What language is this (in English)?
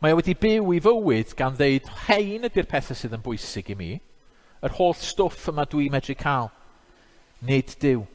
Welsh